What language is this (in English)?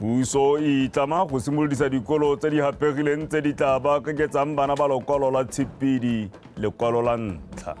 Tswana